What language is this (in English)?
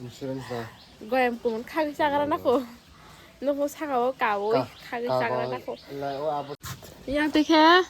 Kok Borok